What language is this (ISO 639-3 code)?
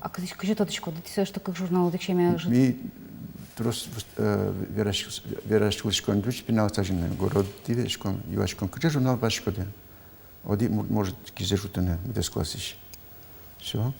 udm